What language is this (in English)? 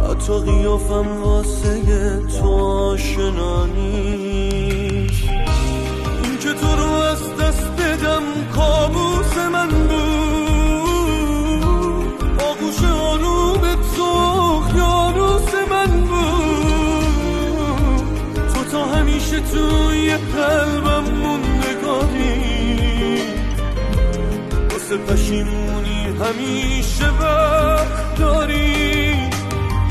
Persian